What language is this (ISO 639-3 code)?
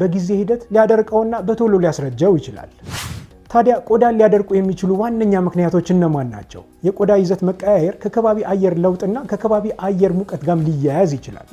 amh